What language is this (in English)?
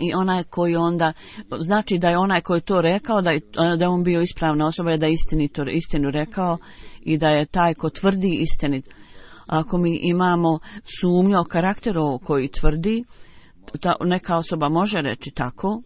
Bosnian